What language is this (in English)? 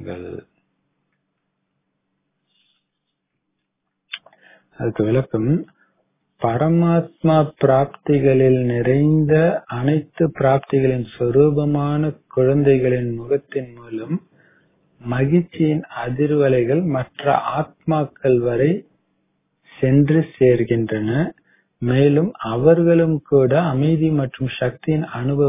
Tamil